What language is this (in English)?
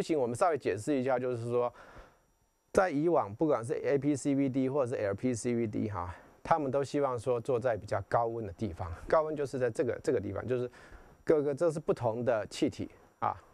Chinese